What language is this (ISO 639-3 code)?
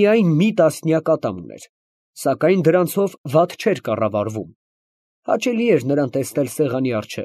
hye